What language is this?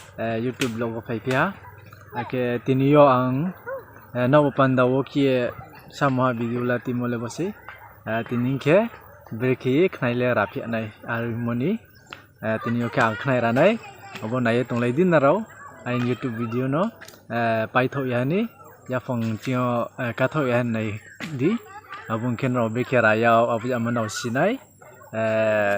Riang (India)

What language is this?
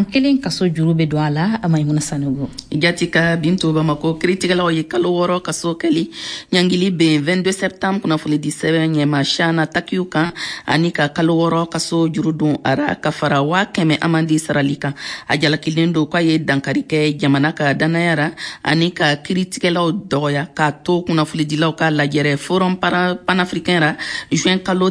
Bambara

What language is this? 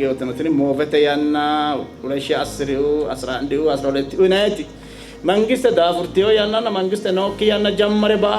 Sidamo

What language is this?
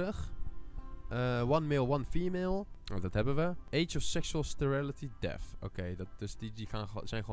Dutch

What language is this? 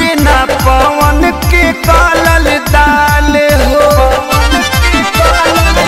Bhojpuri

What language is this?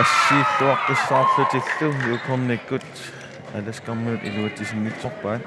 Kalaallisut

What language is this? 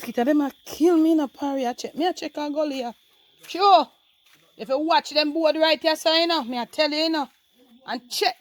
Jamaican Creole English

